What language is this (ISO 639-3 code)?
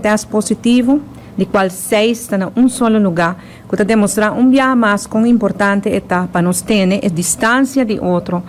pap